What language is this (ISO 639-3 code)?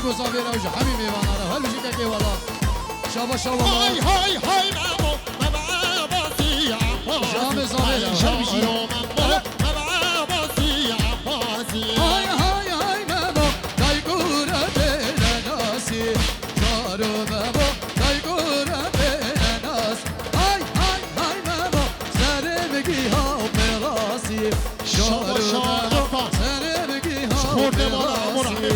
kur